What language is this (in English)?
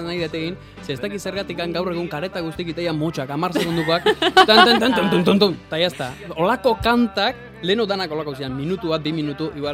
Basque